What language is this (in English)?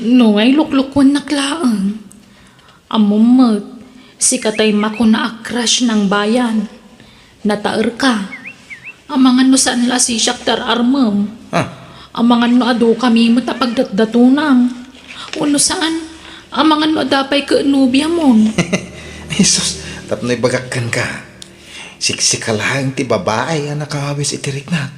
Iloko